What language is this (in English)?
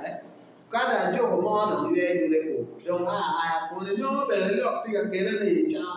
Acoli